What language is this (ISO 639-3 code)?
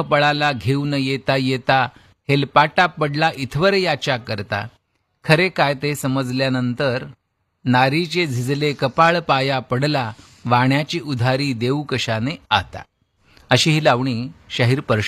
mar